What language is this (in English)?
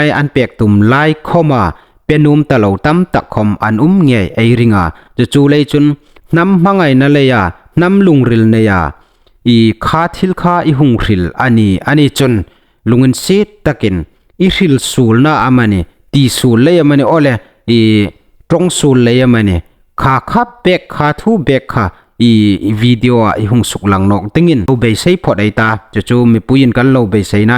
Hmar